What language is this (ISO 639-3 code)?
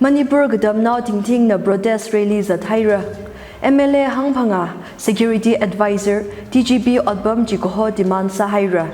nmf